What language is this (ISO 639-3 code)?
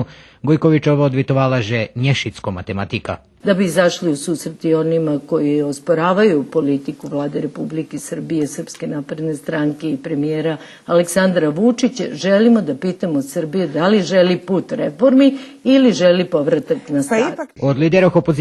rue